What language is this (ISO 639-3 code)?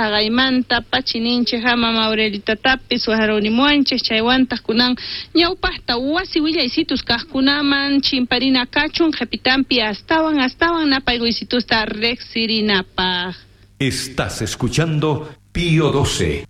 quh